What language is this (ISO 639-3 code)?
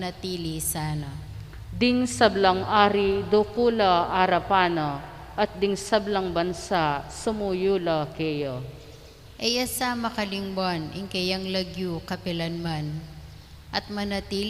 pam